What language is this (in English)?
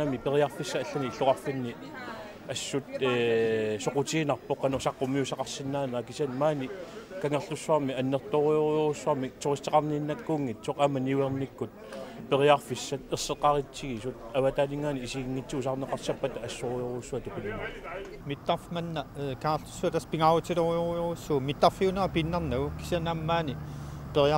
Kalaallisut